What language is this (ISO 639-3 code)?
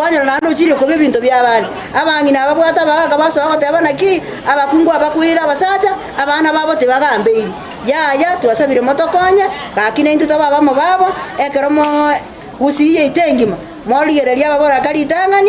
guz